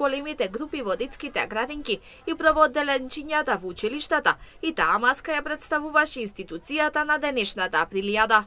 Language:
Macedonian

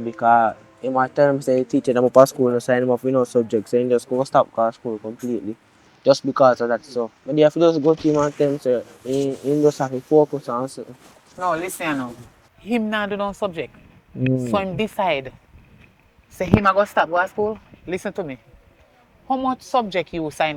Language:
Jamaican Creole English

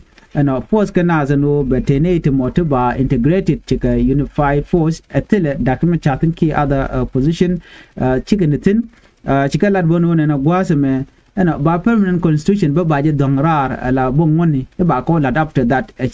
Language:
Nuer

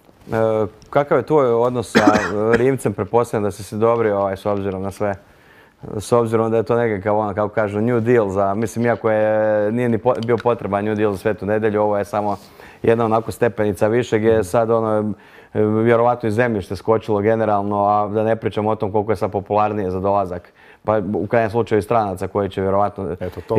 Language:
Croatian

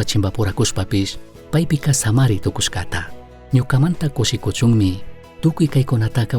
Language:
Chimborazo Highland Quichua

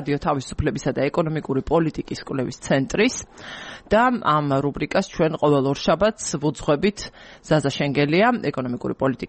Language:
Georgian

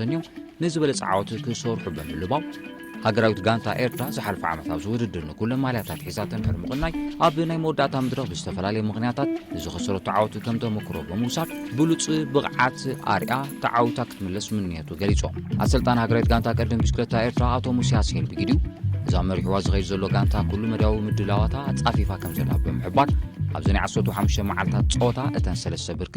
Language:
Tigrinya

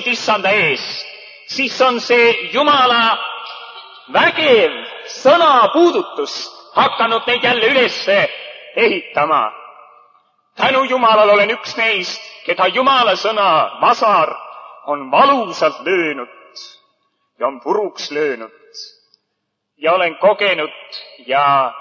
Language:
Estonian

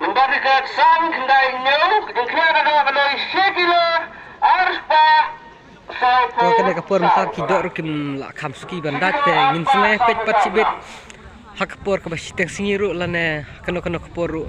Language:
Khasi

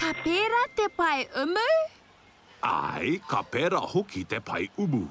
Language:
Māori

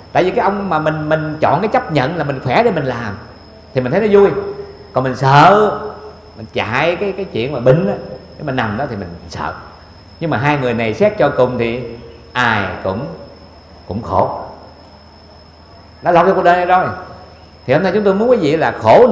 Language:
Vietnamese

